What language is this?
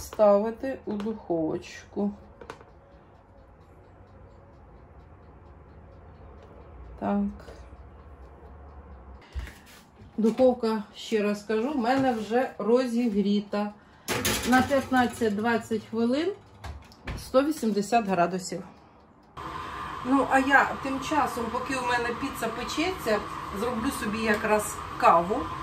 Ukrainian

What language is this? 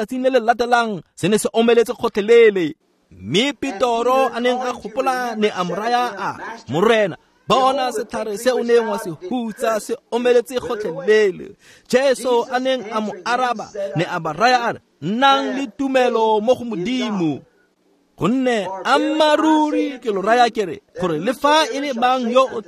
Tswana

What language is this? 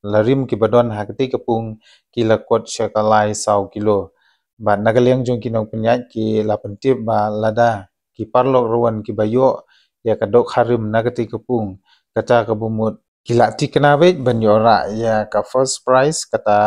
Khasi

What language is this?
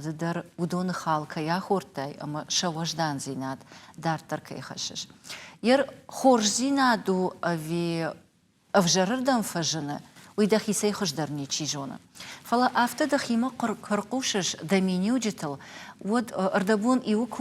Ossetic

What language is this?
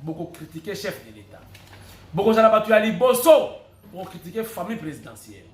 Lingala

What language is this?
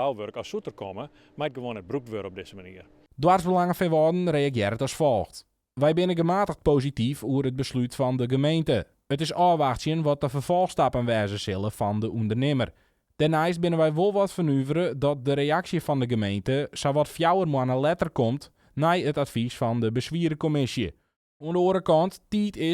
Western Frisian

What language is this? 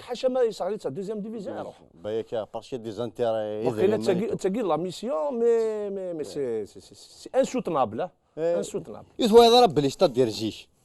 Kabyle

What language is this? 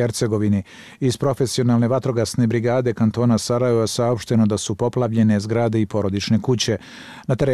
Bosnian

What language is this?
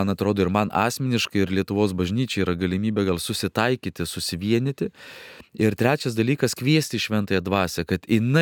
Lithuanian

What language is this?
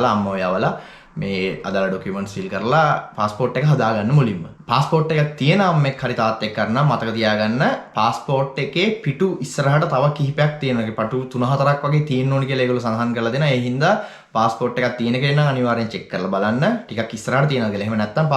Sinhala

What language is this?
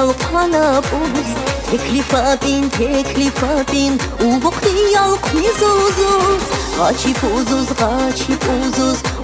Tabassaran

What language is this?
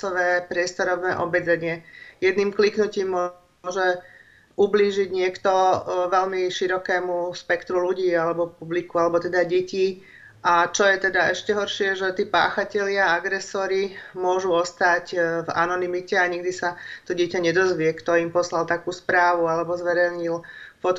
Slovak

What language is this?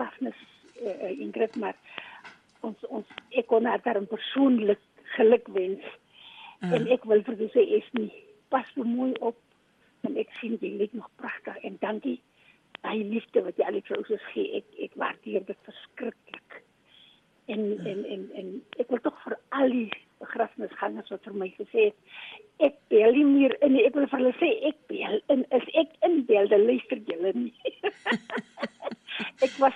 Afrikaans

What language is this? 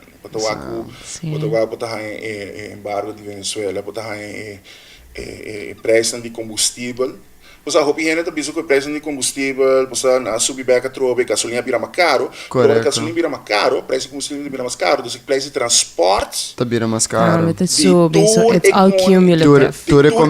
Papiamento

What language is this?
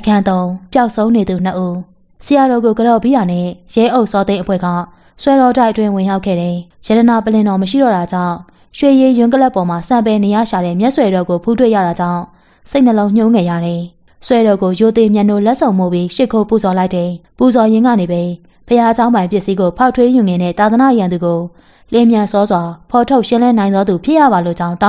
Burmese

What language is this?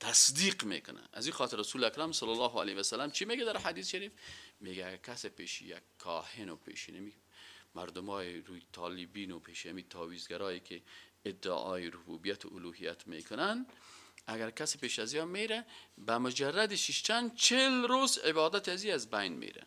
Persian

